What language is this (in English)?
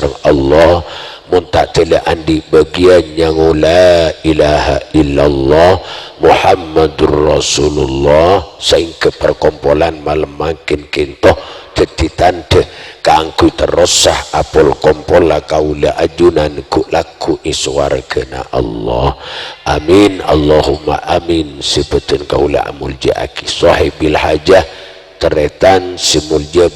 Madurese